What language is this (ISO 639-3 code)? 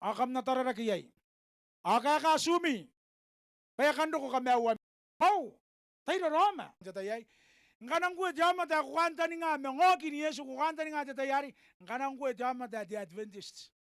gil